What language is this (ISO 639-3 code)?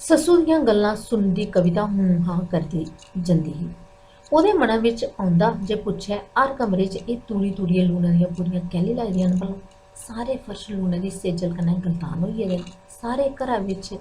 doi